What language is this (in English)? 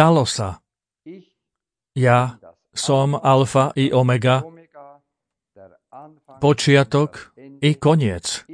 Slovak